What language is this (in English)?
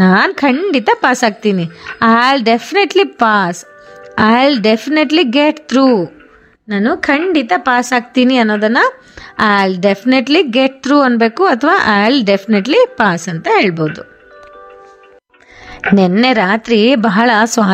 Kannada